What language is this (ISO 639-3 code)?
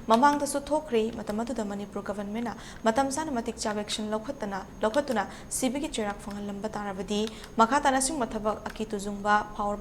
mni